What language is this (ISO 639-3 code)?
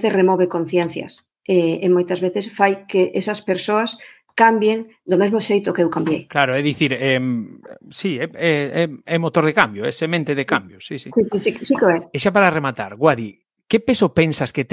glg